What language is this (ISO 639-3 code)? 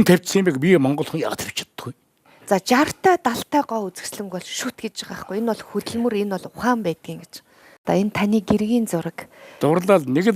mon